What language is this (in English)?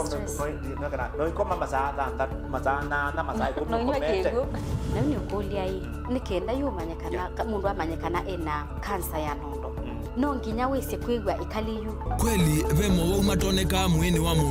Kamba